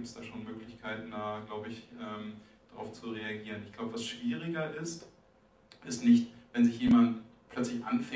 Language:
German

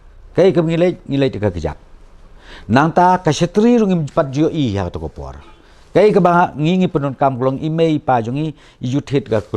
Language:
Khasi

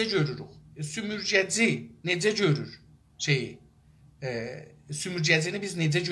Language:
South Azerbaijani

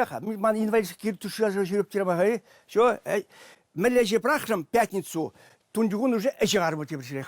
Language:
Chuvash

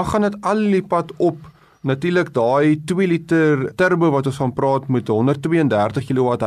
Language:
Afrikaans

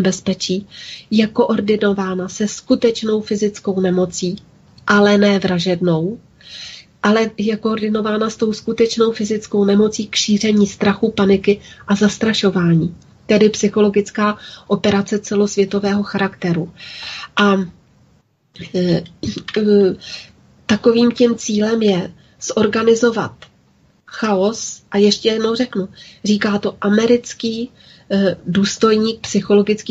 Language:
Czech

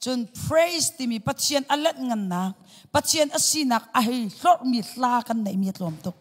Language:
Hakha Chin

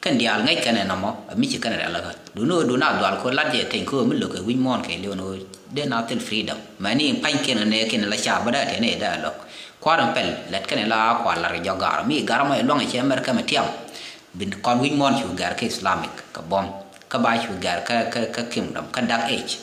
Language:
Nuer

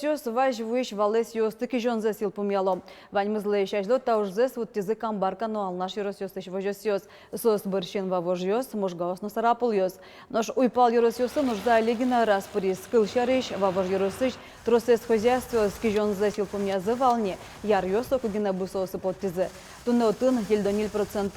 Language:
Udmurt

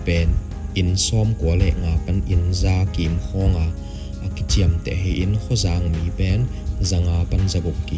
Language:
Tedim Chin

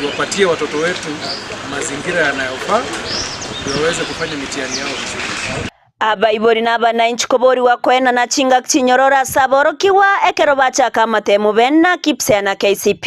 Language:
Gusii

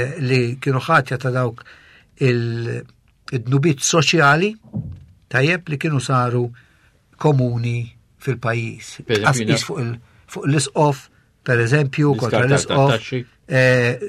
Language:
Maltese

